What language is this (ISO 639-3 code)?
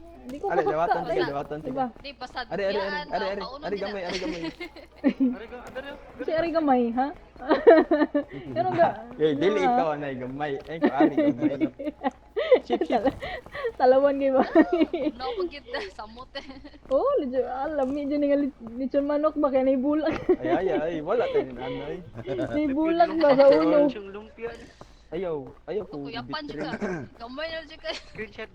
ceb